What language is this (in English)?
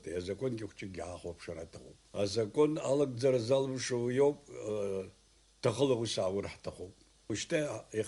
Abkhazian